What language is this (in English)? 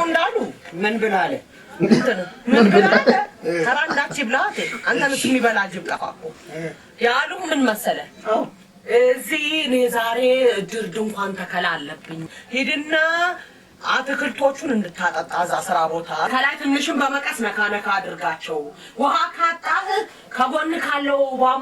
Amharic